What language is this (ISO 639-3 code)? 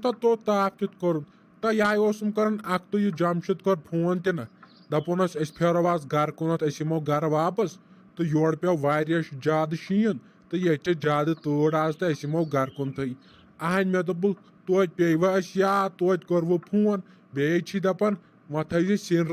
kas